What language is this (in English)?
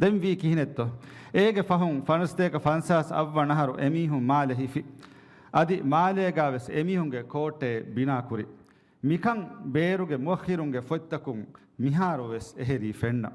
Divehi